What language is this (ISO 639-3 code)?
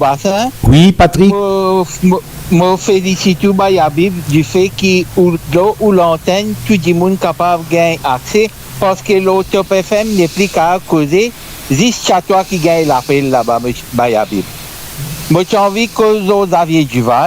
mfe